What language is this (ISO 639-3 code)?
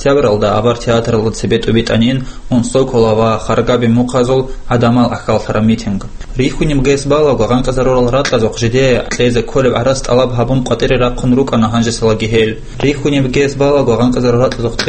ava